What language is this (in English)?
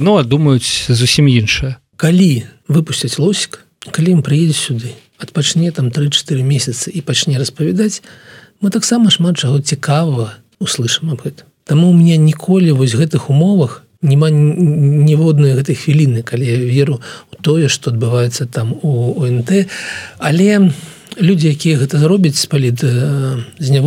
Belarusian